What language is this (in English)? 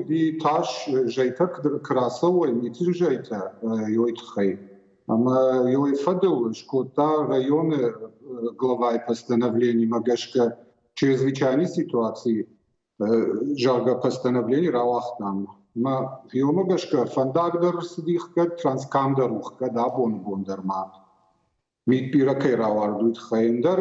Ossetic